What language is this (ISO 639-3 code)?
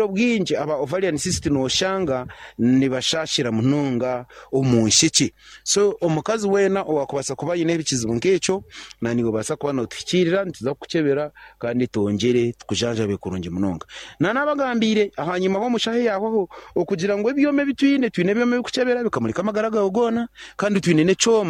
nyn